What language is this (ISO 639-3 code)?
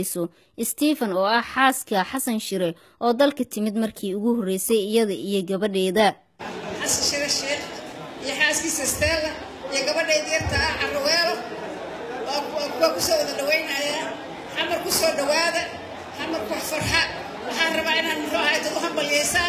som